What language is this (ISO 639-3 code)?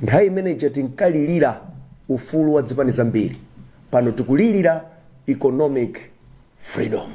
nya